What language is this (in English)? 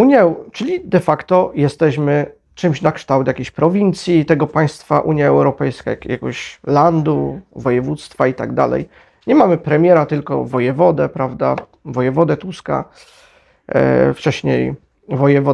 Polish